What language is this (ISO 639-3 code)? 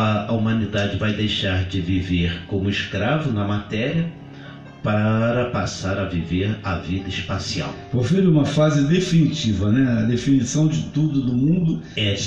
por